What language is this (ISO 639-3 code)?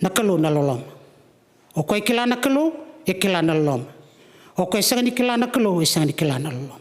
fij